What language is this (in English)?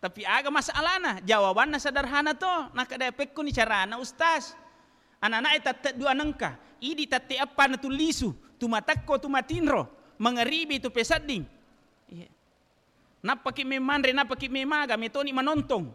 Buginese